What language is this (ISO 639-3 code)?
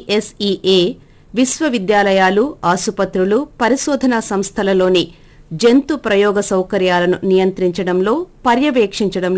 tel